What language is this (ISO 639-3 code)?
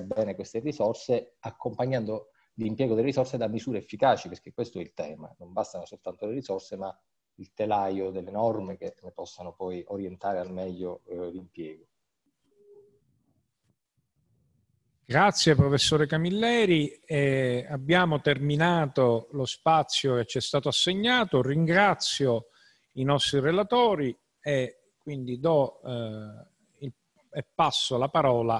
ita